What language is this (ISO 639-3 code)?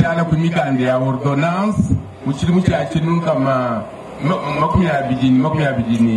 lua